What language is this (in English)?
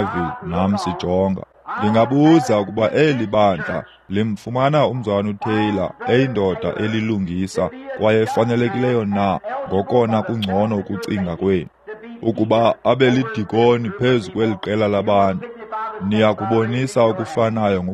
Xhosa